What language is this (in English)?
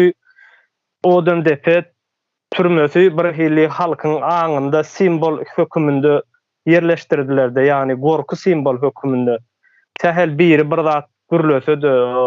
Turkmen